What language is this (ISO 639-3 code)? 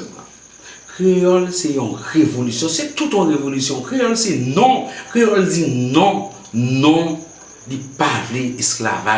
hat